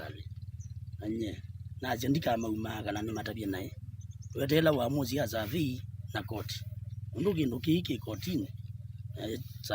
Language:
Kamba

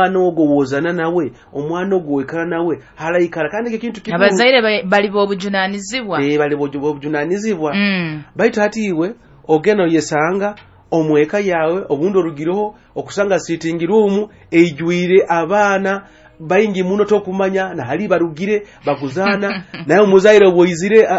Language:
Nyoro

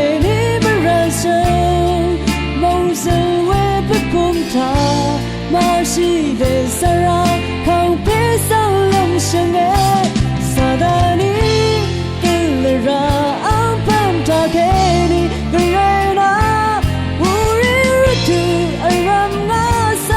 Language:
Rawang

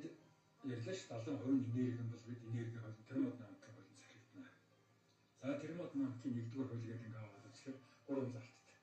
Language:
Mongolian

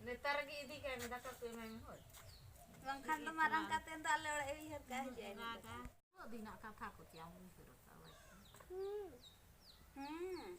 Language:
Santali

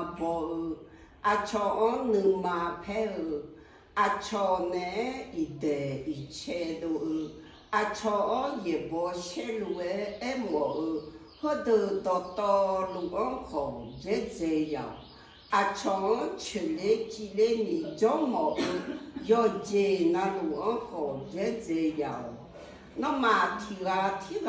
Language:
Akha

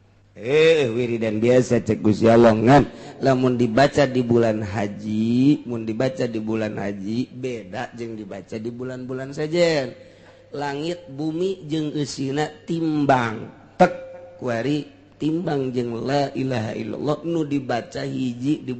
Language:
Sundanese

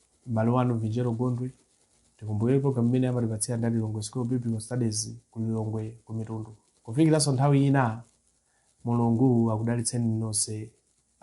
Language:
Nyanja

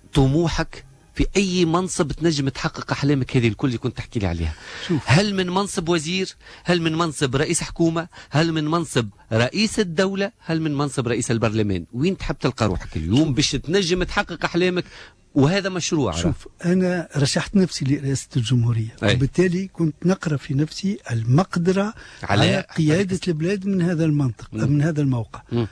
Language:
Tunisian Arabic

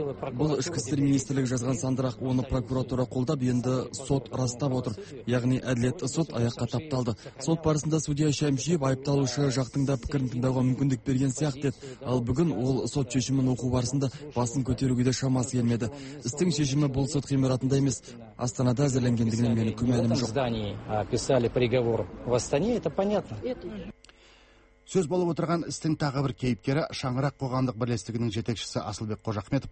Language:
Kazakh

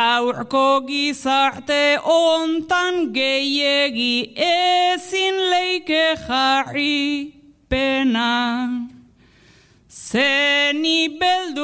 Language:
Basque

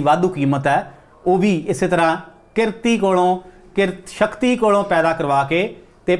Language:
Punjabi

